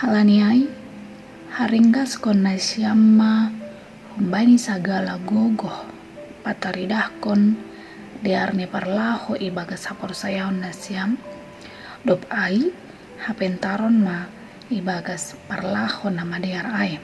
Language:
Batak Simalungun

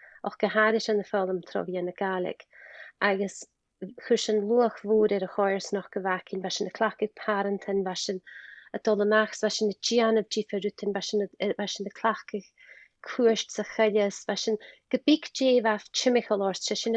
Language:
Scottish Gaelic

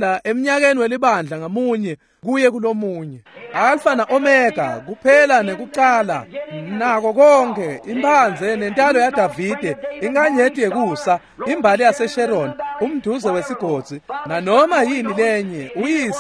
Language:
Swati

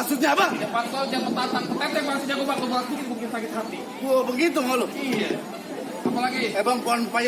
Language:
Betawi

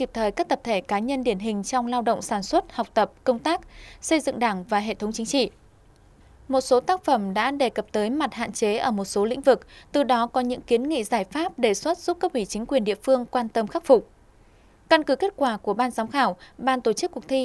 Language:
Vietnamese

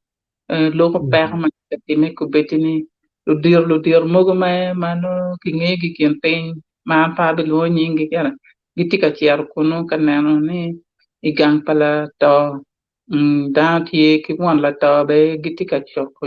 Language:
Acoli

